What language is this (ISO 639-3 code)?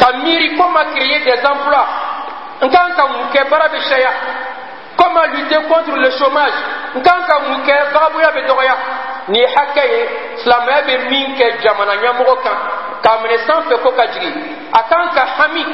bam